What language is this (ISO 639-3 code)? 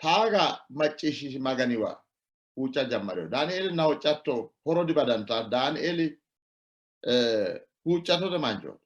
sid